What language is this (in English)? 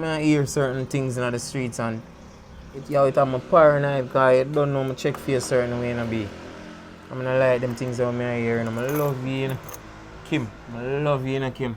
Jamaican Creole English